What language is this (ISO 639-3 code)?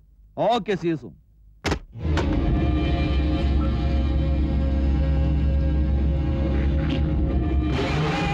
kan